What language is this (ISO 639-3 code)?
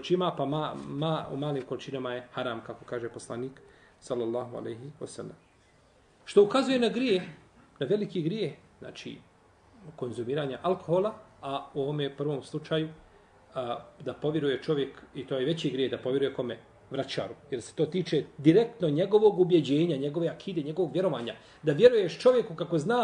bos